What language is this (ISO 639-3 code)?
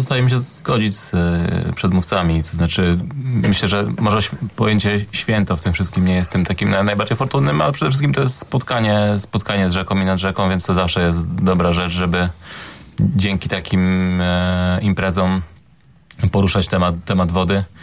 pol